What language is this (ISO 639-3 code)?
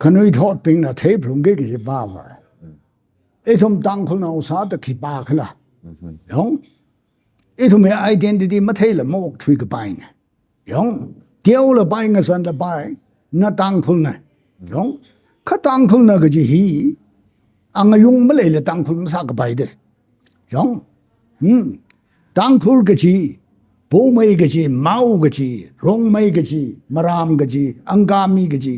nmf